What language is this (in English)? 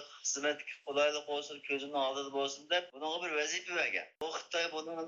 Uyghur